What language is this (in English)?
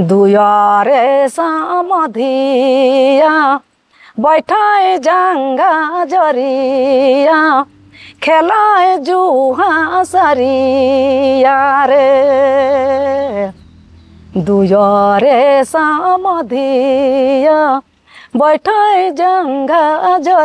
Sadri